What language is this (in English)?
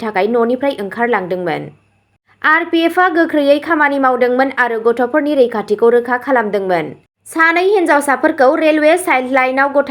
Bodo